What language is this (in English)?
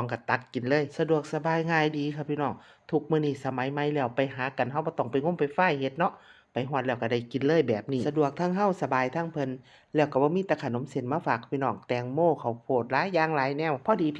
Lao